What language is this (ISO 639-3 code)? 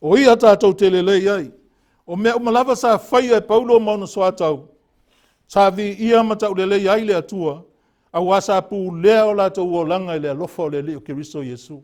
smo